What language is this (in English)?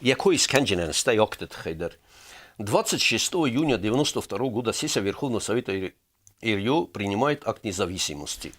Ossetic